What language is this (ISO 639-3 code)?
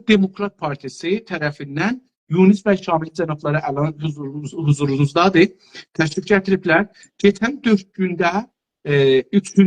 azb